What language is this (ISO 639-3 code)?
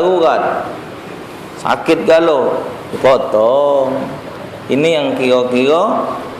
mui